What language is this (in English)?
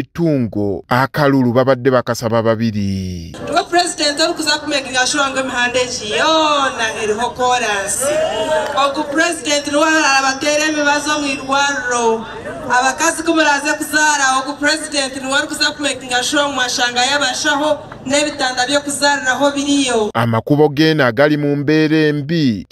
Ganda